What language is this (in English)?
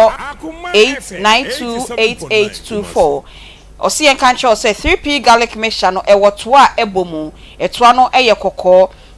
Akan